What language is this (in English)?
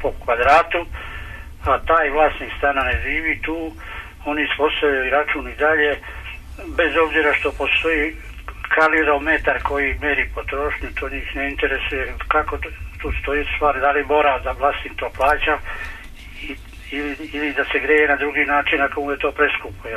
Serbian